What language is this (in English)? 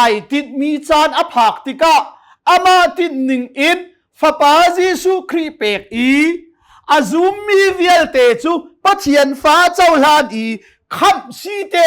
Hakha Chin